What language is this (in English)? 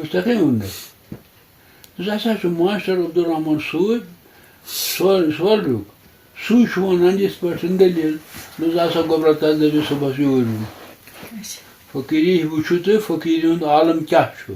Kashmiri